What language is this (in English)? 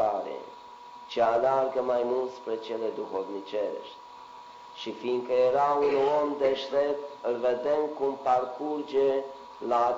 Romanian